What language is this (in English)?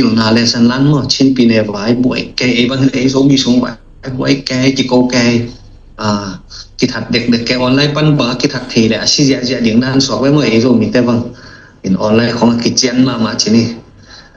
Tedim Chin